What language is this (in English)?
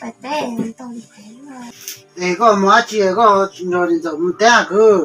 Hmong